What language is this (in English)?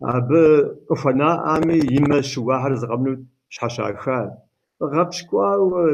Kabardian